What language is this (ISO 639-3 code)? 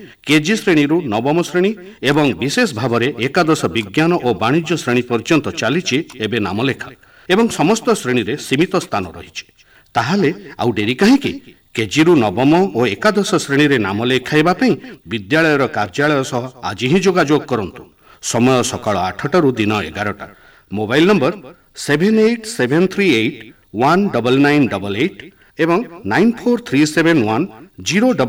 ori